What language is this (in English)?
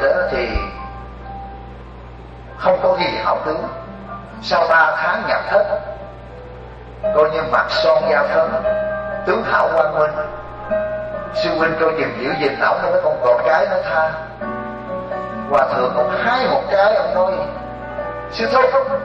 Vietnamese